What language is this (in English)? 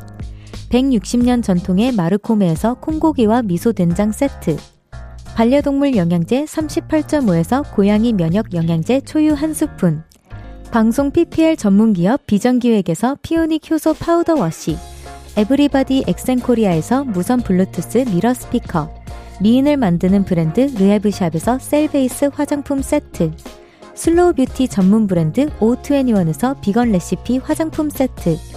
Korean